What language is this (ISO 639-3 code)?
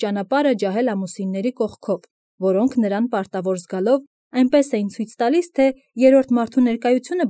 hye